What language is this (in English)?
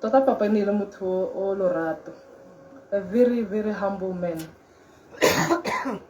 Tswana